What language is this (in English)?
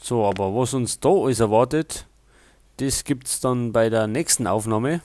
Bavarian